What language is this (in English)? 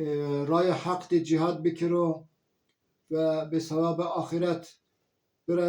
Zaza